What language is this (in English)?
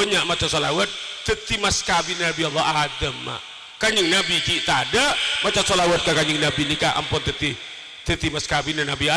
Madurese